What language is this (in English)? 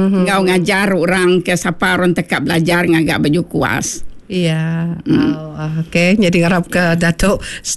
Iban